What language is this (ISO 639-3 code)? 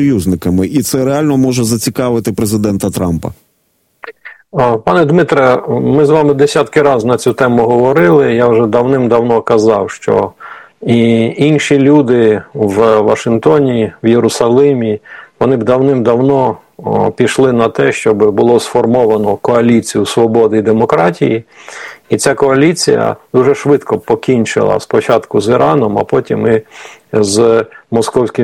ukr